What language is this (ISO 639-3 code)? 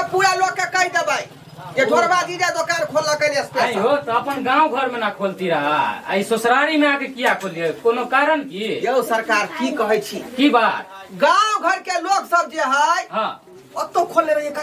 mai